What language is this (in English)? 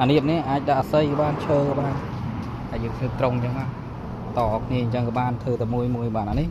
Khmer